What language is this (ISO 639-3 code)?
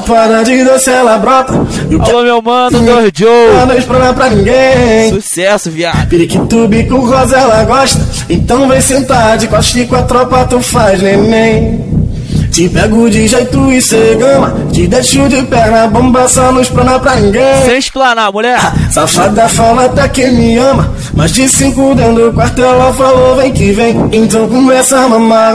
por